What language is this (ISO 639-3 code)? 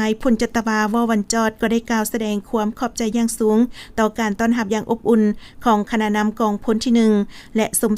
lao